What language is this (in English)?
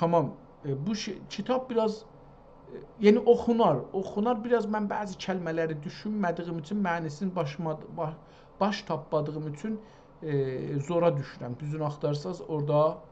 South Azerbaijani